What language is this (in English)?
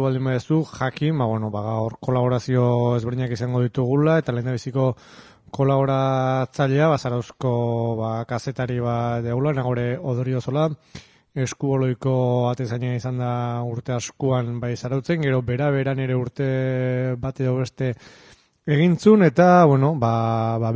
Basque